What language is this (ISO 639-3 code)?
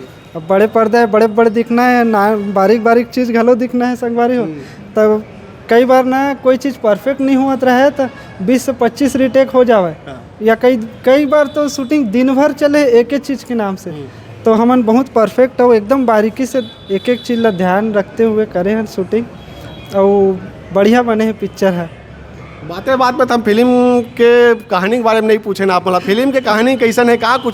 hne